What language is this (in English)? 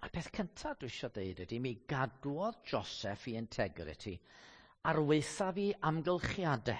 Welsh